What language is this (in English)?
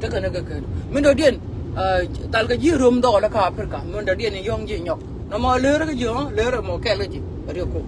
Nuer